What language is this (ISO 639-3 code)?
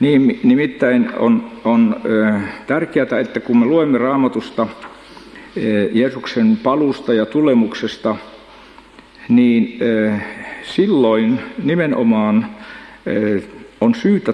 fin